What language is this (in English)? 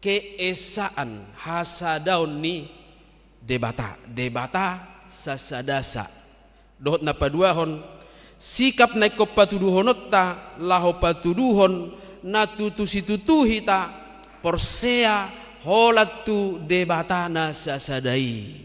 Batak Toba